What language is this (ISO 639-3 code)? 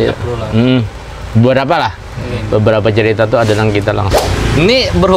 bjn